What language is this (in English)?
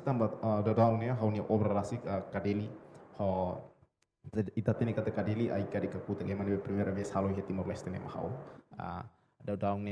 Tetum